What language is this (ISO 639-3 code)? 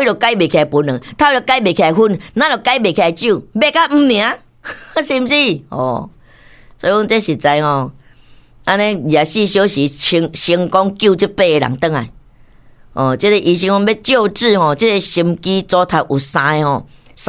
nan